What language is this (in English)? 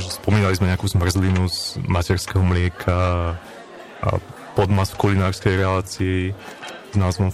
Slovak